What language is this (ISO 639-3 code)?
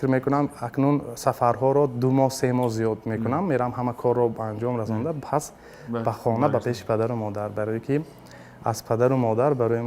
tgk